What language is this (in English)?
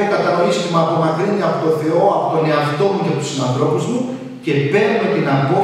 Greek